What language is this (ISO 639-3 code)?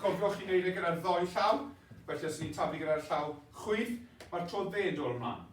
cym